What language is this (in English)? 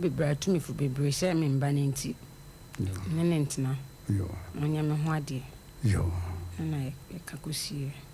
Akan